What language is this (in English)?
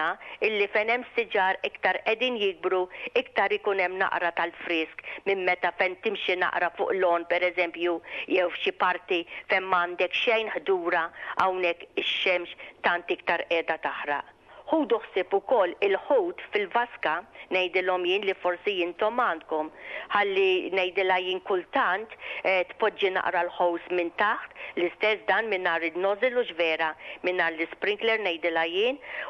Maltese